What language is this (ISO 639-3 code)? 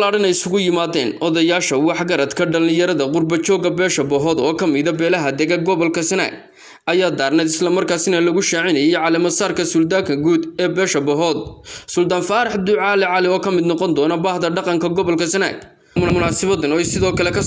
som